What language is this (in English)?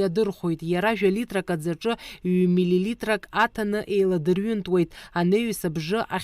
Abkhazian